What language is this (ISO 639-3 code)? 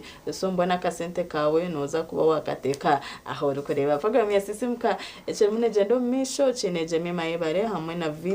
nyn